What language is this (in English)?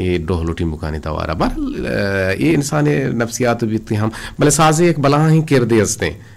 Eastern Balochi